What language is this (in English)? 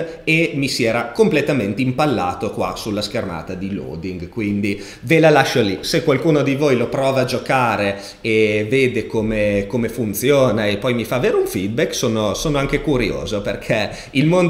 Italian